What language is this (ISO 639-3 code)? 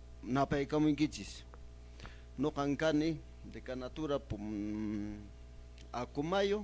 que